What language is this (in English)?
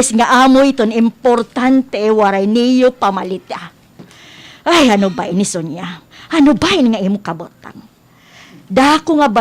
Waray